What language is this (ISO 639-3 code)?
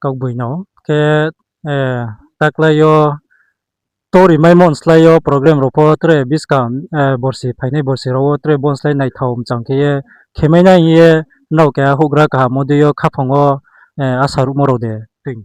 ria